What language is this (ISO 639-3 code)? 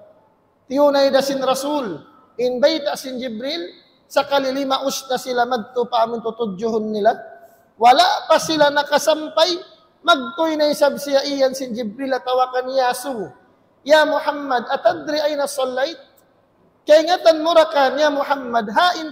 tsg